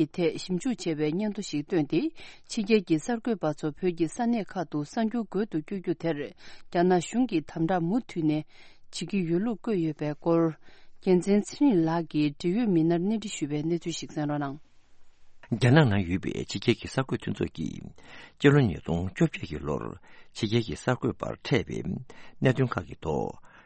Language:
Tibetan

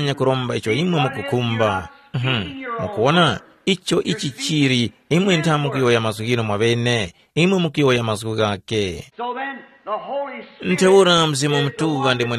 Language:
Tumbuka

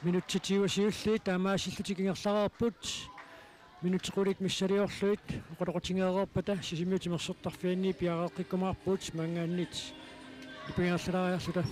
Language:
Kalaallisut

